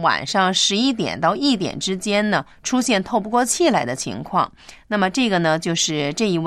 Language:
Chinese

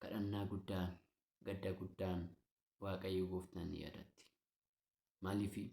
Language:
Oromo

